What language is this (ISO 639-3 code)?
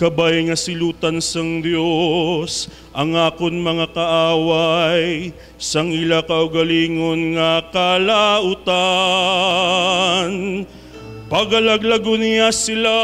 hil